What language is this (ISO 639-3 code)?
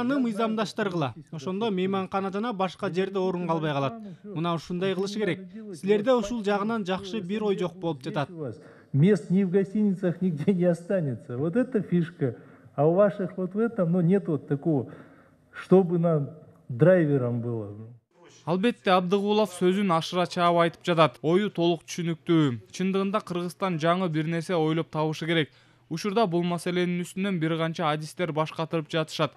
kir